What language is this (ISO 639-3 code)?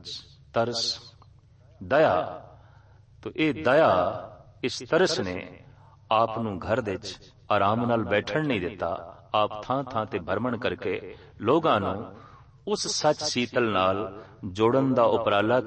pan